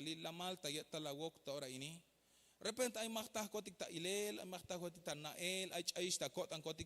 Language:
Tzeltal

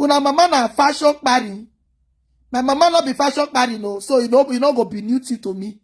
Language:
Nigerian Pidgin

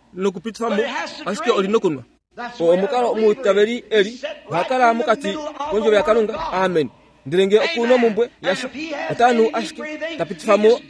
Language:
Kuanyama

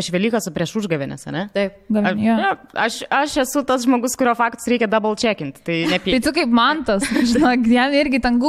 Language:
Lithuanian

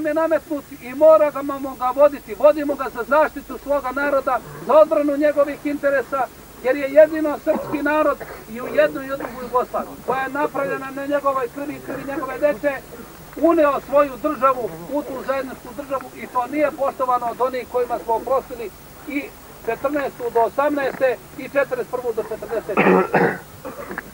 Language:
Serbian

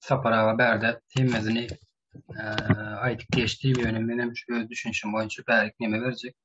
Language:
Turkmen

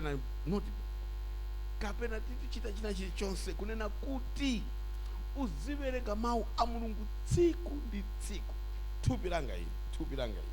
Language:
Nyanja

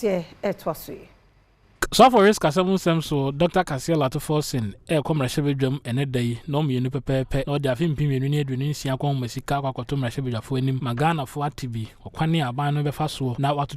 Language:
Akan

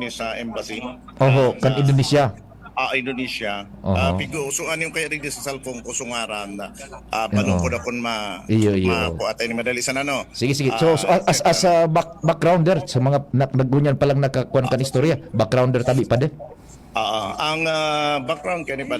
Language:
Bikol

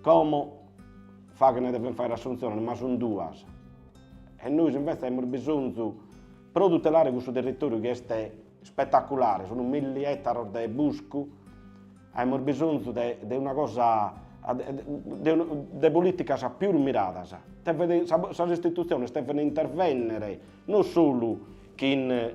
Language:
Sardinian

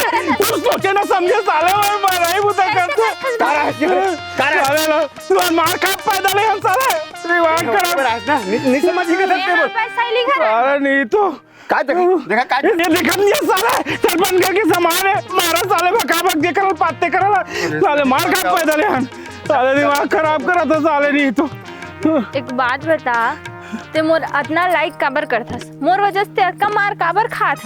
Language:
Chhattisgarhi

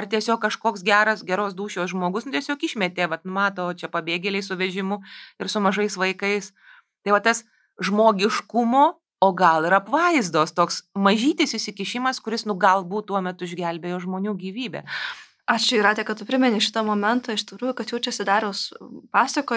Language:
Lithuanian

